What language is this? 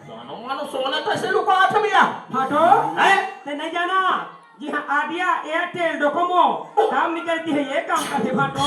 Chhattisgarhi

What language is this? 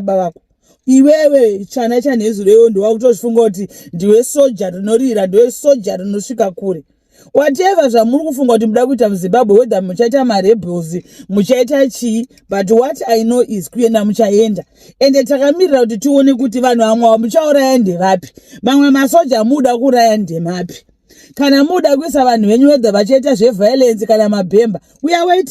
Shona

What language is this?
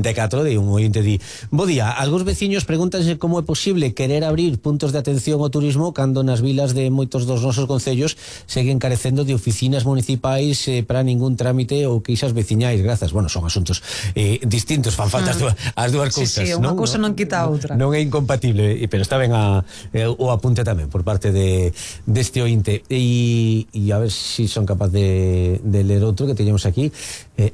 Galician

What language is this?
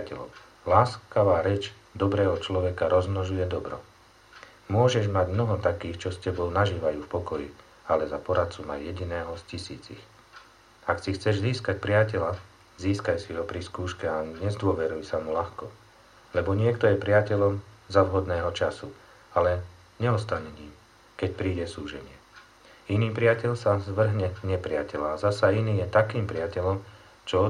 Slovak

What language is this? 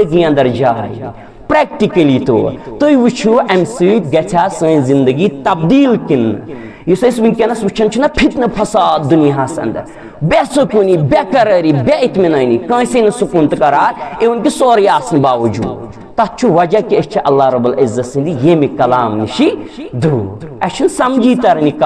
Kashmiri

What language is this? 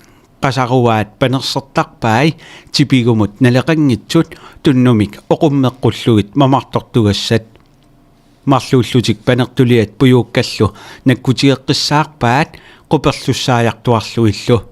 Kalaallisut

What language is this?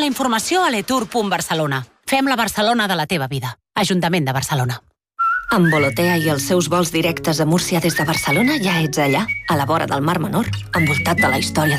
Catalan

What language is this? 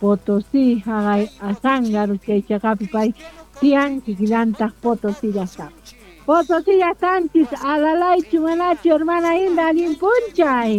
South Bolivian Quechua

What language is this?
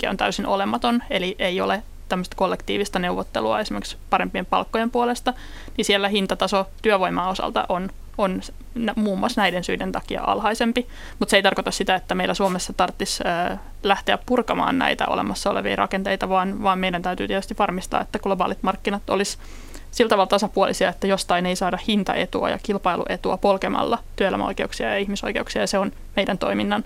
Finnish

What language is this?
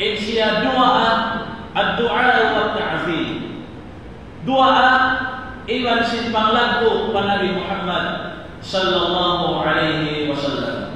Tausug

